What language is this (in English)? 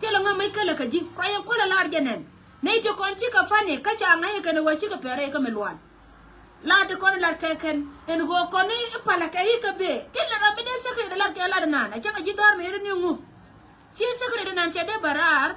Nuer